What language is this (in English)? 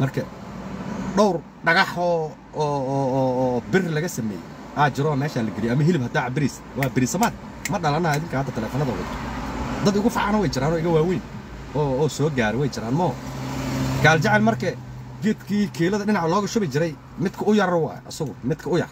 Somali